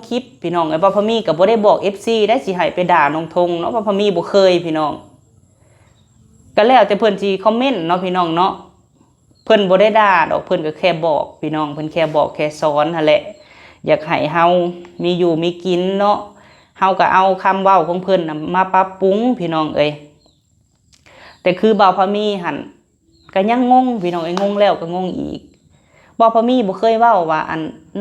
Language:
Lao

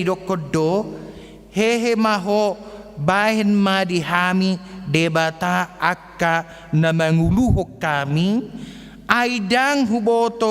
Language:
Batak Toba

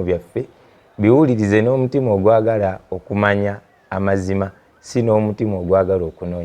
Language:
Ganda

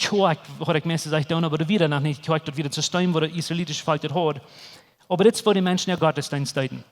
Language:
Plautdietsch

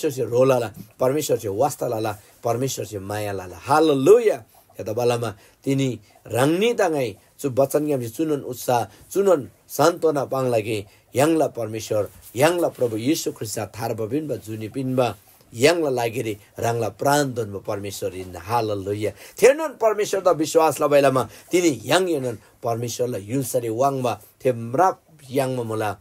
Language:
Eastern Tamang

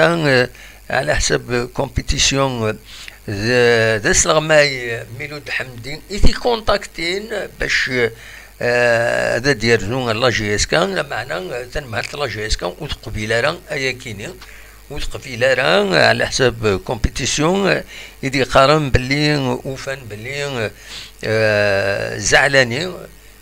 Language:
Kabyle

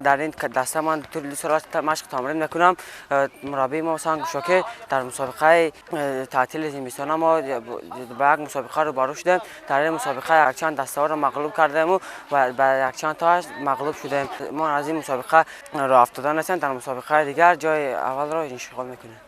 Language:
Tajik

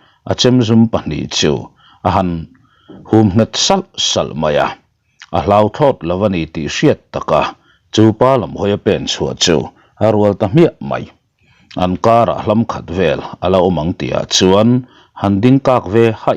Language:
Mizo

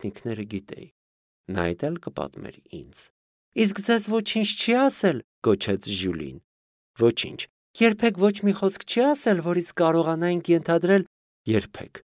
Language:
Armenian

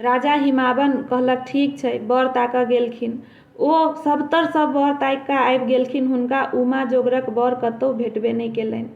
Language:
Maithili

